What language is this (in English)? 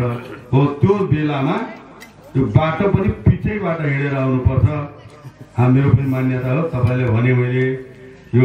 Nepali